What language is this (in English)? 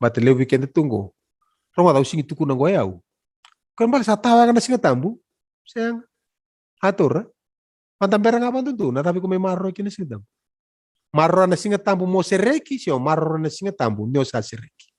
Fijian